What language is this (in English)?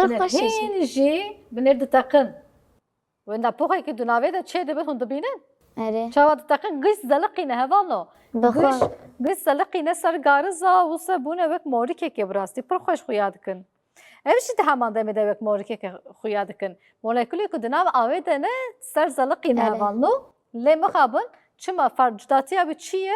Kurdish